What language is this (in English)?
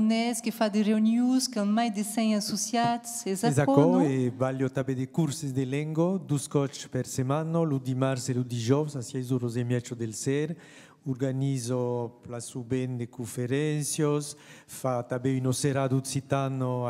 Occitan